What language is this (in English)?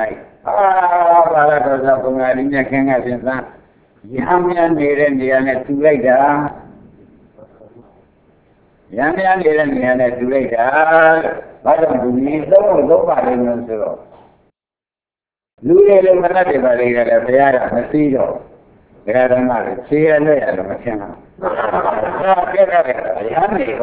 Burmese